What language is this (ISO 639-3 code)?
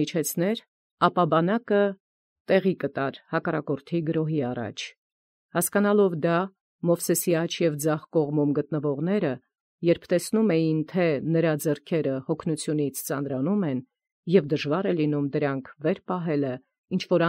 hye